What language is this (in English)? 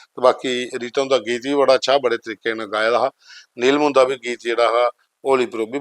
Dogri